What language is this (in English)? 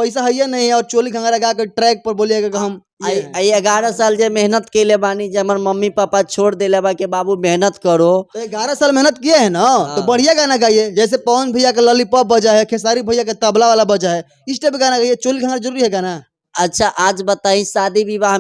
Bhojpuri